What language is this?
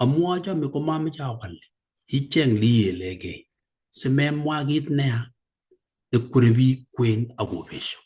Kalenjin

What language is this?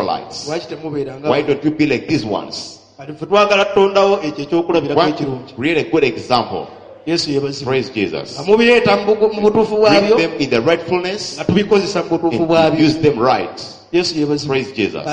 Ganda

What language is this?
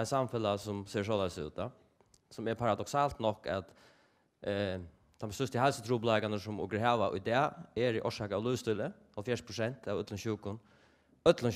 Faroese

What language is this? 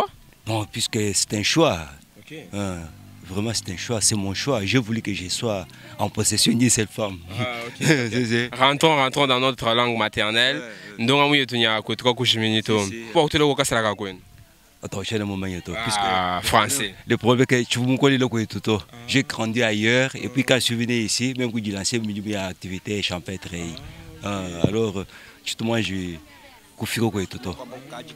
Luba-Lulua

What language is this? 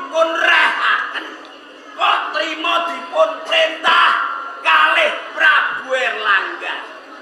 Javanese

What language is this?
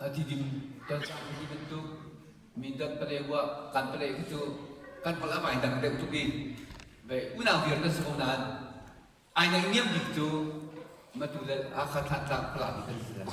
Hakha Chin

